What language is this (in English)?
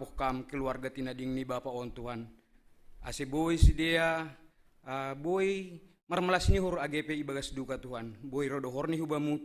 Batak Simalungun